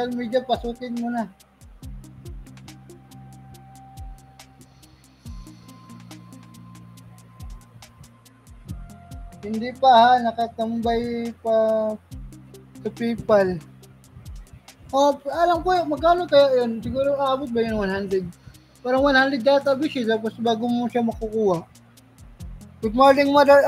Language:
Filipino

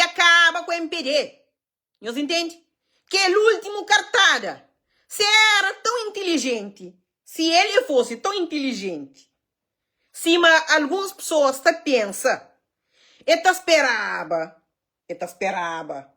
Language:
Kabuverdianu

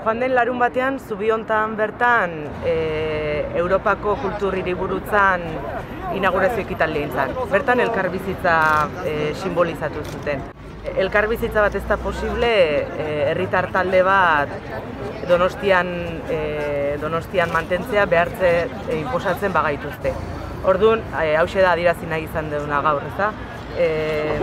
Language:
Basque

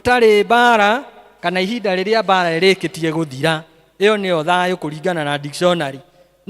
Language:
Kikuyu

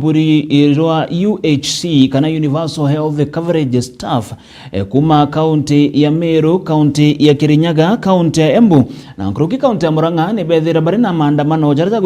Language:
Meru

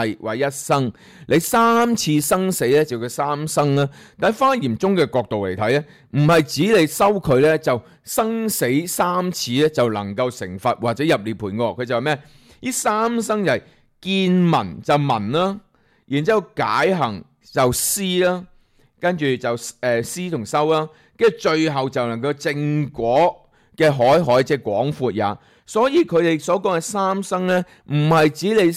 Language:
Cantonese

